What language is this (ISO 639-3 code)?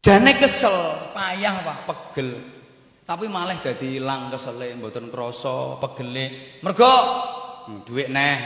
jav